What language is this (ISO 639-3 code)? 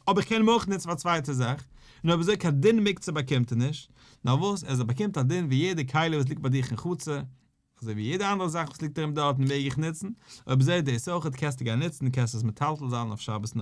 yid